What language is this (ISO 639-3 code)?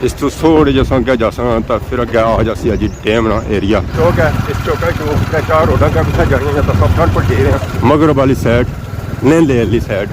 phr